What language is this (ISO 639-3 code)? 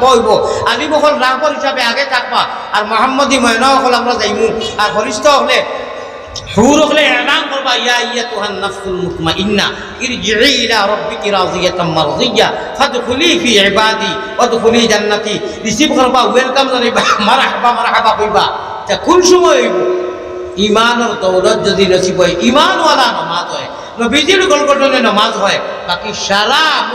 syl